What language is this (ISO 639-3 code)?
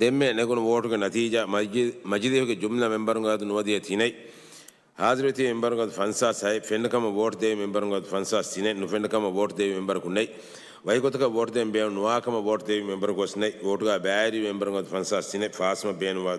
div